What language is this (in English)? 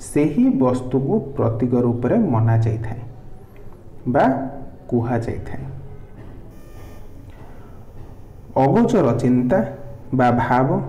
Odia